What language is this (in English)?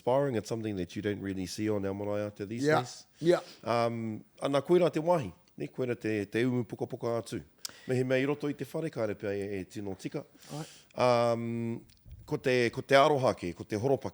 Māori